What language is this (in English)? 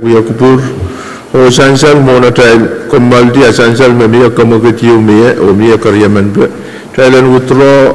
Pohnpeian